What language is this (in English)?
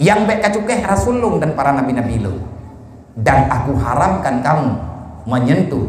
Achinese